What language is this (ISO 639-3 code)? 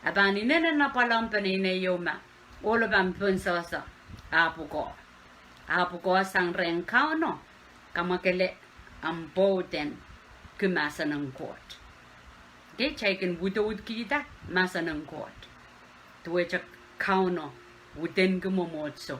pon